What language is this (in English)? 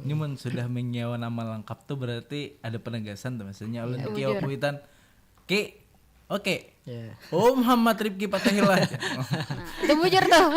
Banjar